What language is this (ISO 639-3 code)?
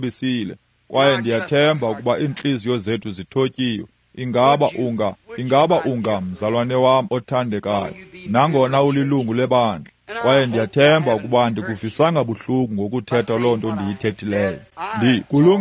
xho